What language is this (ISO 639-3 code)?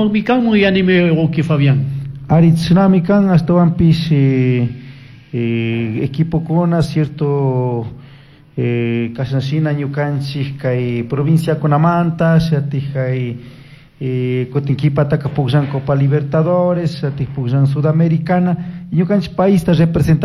qug